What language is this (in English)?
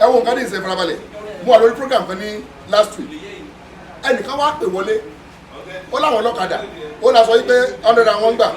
Yoruba